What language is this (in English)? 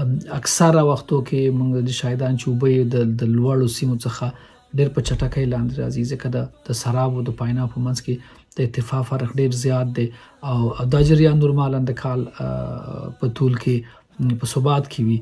Pashto